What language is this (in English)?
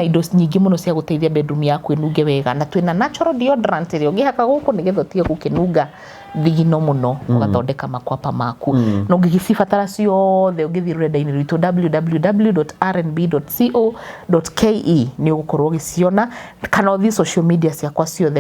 Kikuyu